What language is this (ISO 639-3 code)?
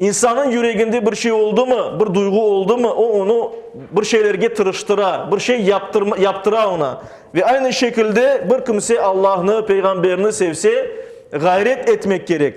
crh